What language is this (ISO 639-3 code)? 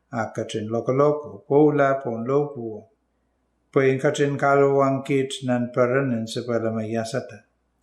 pon